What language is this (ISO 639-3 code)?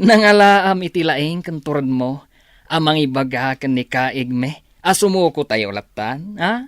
ilo